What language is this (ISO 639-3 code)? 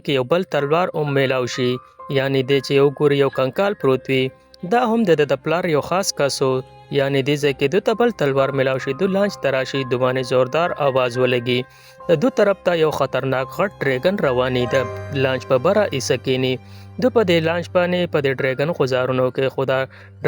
pus